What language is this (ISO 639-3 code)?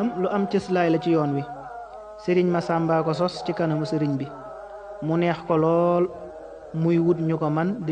wol